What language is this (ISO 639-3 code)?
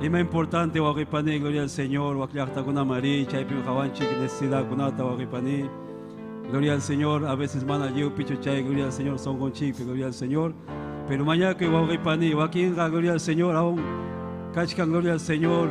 quy